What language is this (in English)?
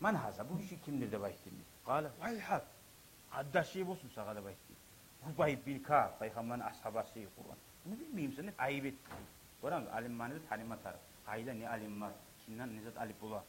Kumyk